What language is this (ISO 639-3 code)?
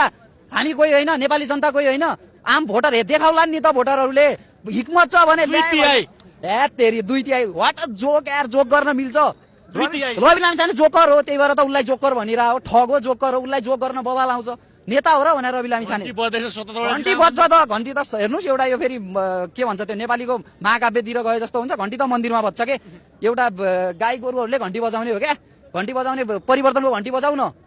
nep